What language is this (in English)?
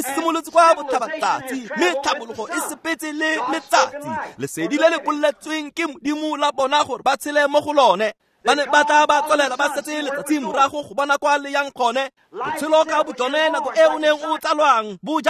Tswana